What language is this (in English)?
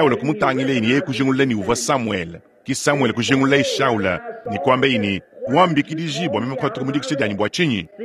Luba-Lulua